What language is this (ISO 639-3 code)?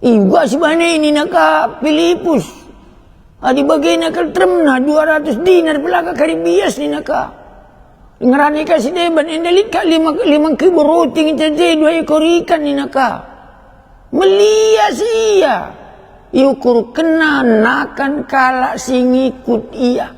btx